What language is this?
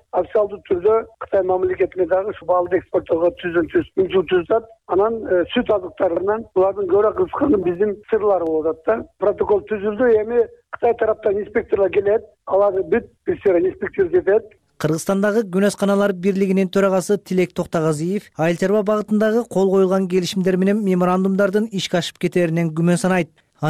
Kyrgyz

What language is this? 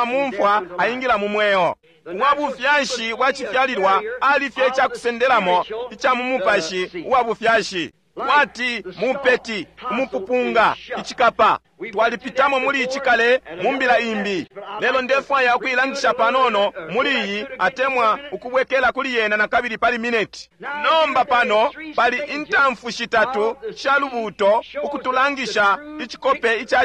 Bemba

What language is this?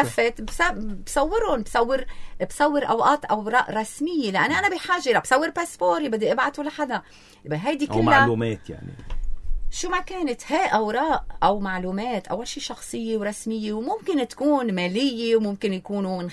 North Levantine Arabic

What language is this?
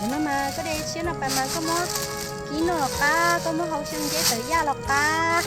Hmong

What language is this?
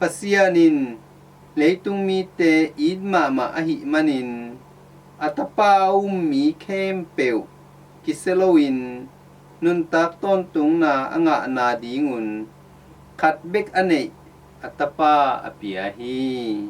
Tedim Chin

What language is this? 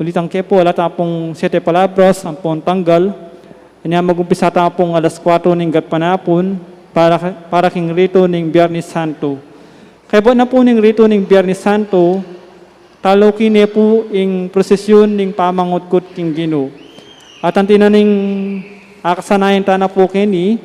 Pampanga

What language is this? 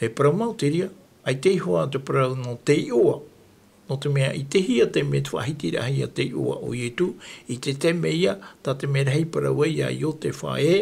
Tahitian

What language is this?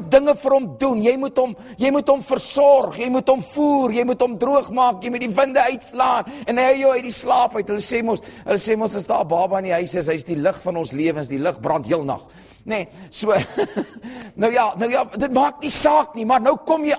Afrikaans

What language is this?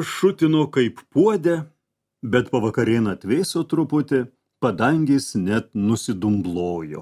Lithuanian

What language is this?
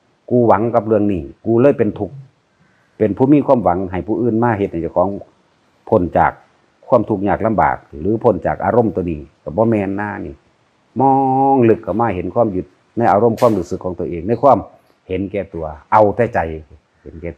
Northeastern Thai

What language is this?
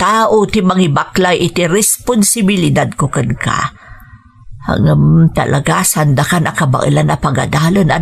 Iloko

